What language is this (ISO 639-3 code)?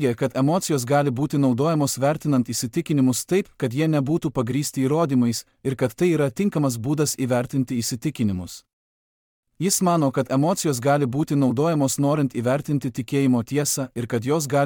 lit